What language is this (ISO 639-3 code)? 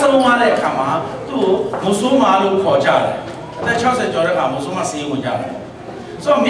mya